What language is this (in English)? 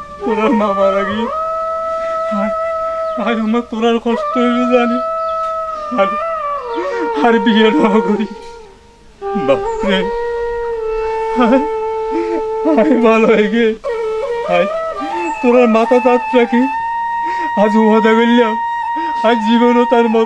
Bangla